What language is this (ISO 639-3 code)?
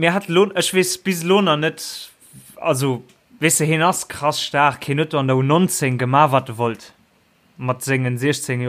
ltz